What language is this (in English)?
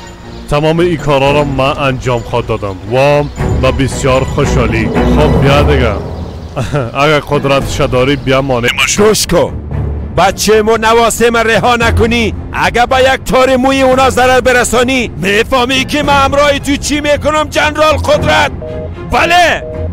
Persian